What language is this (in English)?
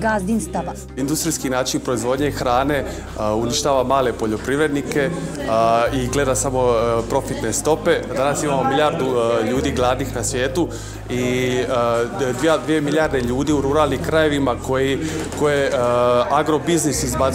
Serbian